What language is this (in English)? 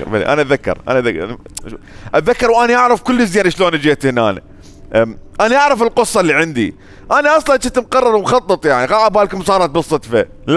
Mesopotamian Arabic